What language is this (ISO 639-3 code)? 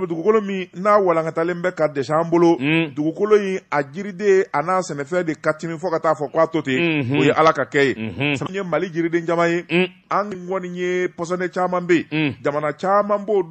bam